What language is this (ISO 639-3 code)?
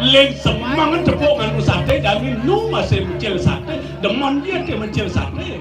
ban